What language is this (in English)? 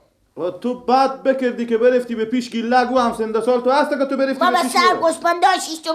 Persian